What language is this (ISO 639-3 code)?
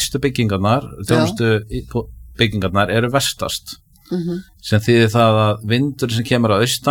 isl